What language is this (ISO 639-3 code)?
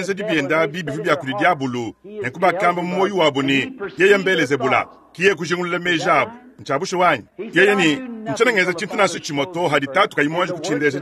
lua